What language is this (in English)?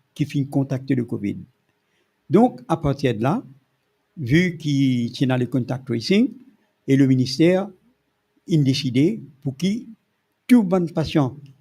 Morisyen